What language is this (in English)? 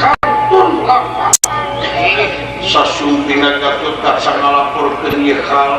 Sundanese